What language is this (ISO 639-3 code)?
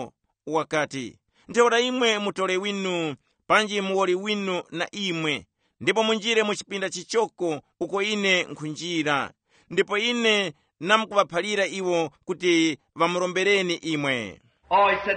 tum